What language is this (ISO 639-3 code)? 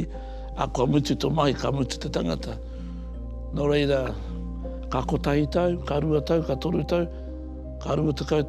mri